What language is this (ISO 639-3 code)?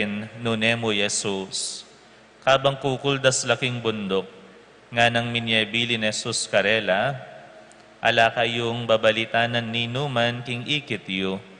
pam